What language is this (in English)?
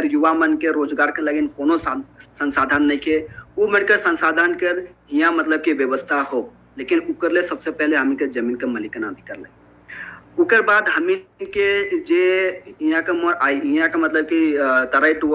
Sadri